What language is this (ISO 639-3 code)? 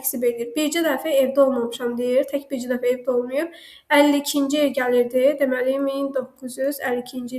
aze